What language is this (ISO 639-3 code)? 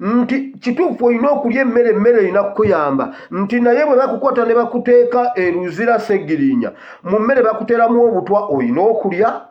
lug